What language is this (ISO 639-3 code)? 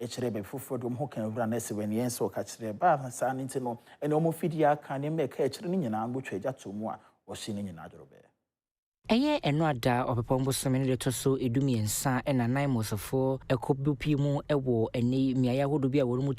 aka